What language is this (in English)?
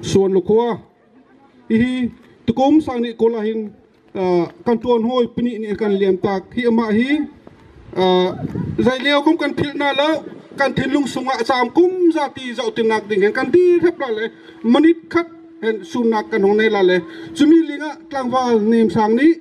Bawm Chin